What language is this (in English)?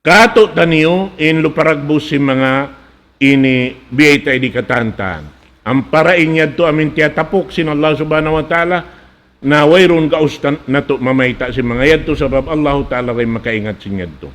Tausug